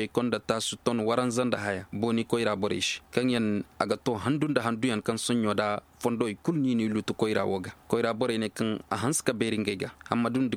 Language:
Koyraboro Senni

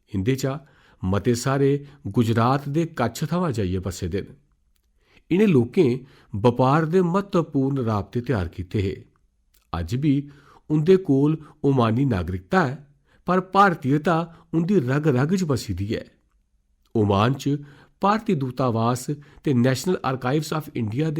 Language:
Dogri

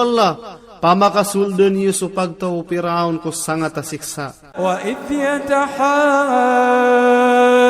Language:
Maranao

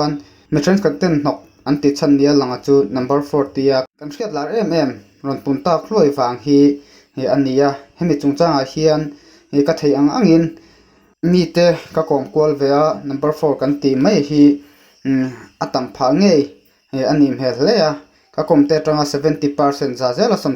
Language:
Mizo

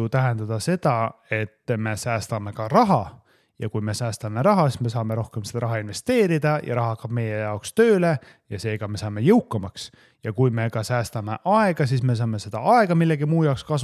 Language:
Estonian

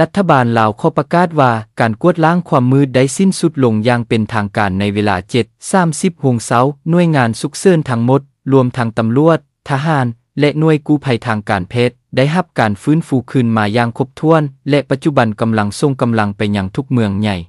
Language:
Lao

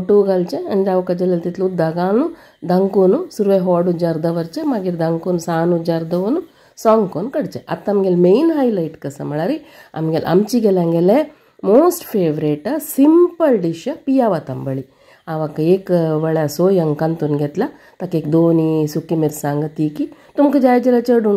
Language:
Konkani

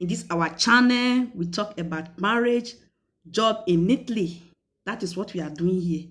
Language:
Nigerian Pidgin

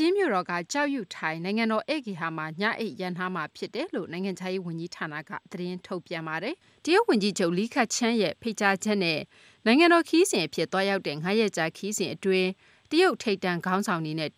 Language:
Burmese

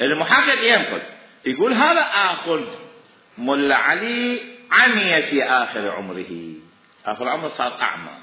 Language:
Mesopotamian Arabic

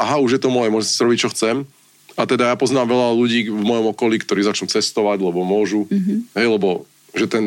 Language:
Slovak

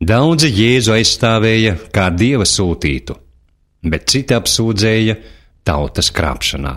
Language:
Latvian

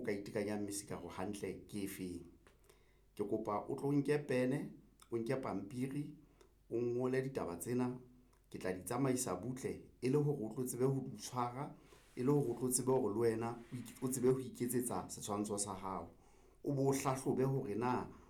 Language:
Southern Sotho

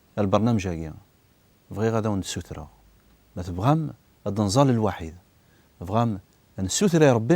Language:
Kabyle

